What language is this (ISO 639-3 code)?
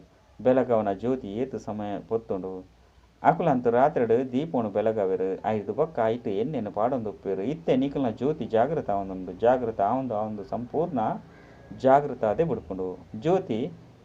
tcy